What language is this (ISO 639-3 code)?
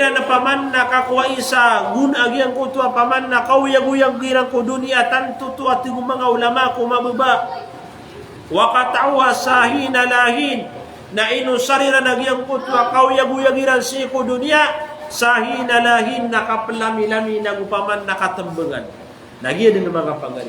mrw